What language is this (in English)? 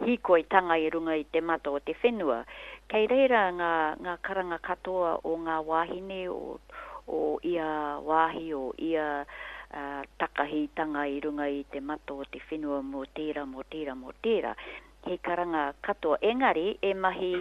Māori